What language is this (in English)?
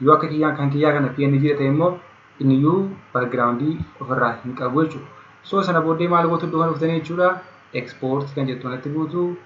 Oromo